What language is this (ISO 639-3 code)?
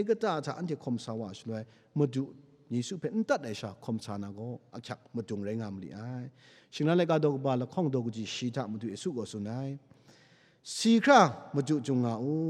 kac